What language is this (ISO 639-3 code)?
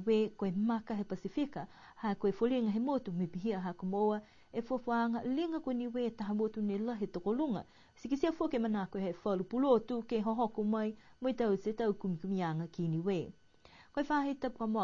niu